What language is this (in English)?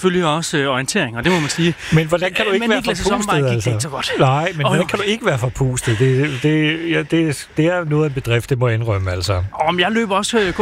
Danish